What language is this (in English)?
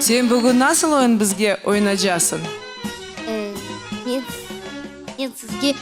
Crimean Tatar